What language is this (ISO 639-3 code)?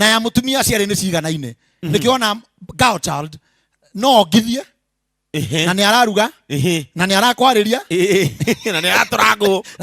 kik